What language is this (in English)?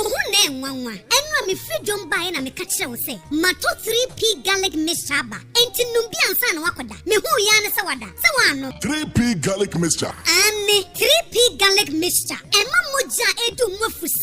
Akan